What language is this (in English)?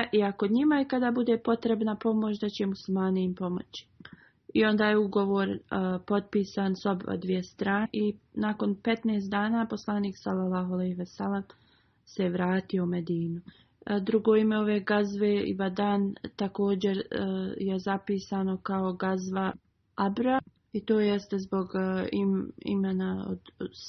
Bosnian